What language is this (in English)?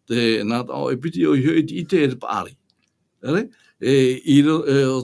Tahitian